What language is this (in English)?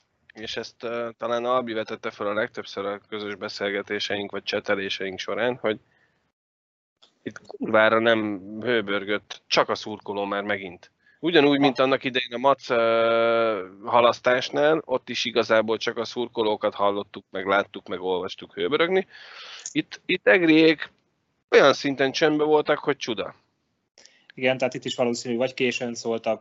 Hungarian